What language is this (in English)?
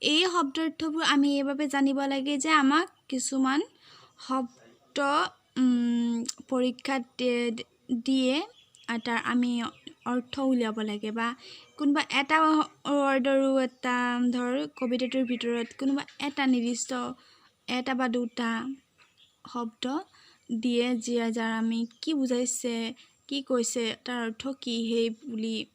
Assamese